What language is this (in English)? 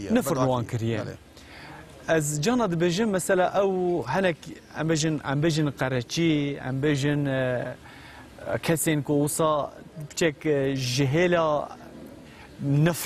Kurdish